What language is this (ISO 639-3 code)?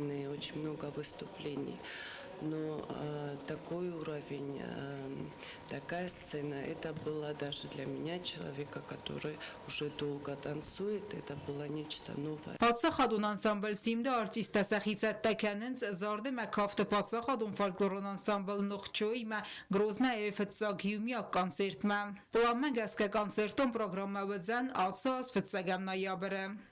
oss